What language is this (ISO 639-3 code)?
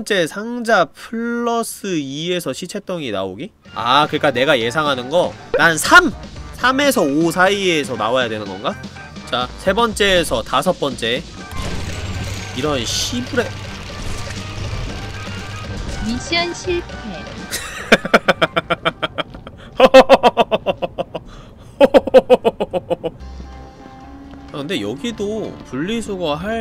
kor